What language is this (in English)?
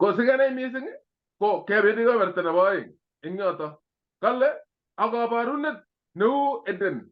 Kalenjin